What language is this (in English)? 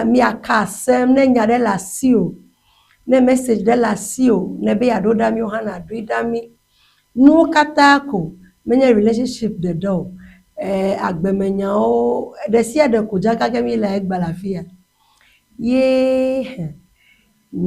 Ewe